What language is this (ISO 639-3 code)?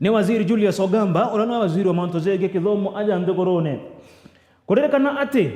mer